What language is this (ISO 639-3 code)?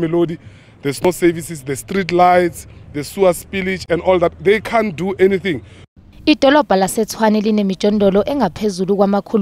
zul